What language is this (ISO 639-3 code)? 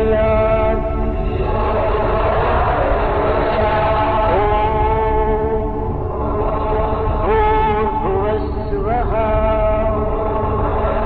san